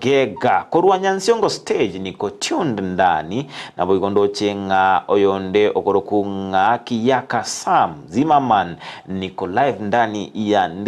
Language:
Gusii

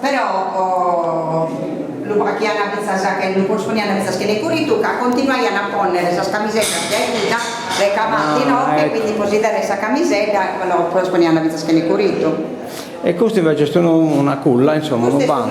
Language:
Sardinian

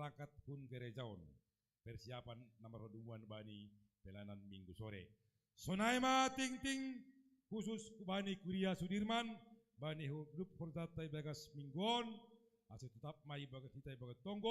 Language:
Batak Simalungun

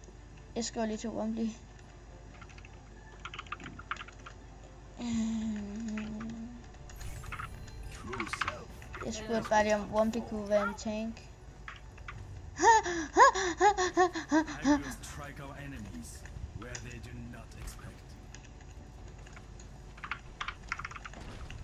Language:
Danish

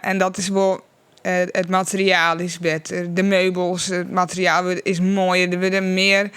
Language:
Western Frisian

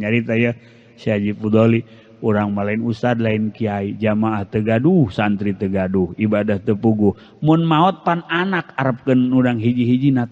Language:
Sundanese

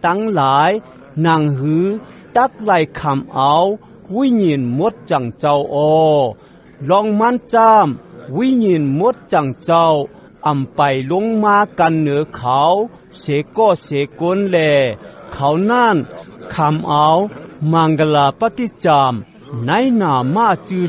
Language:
Shan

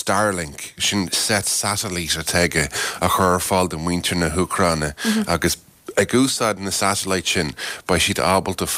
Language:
Irish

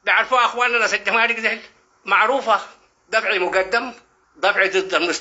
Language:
Sudanese Arabic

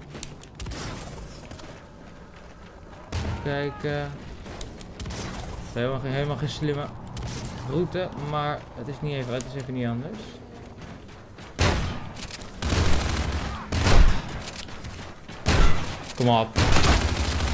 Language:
Dutch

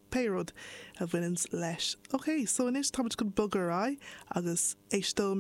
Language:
Irish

